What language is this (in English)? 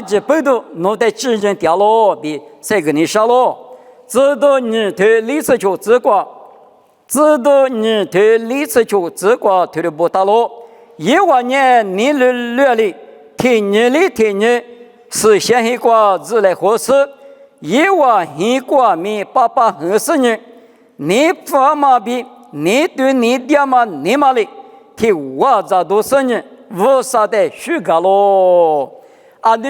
Lisu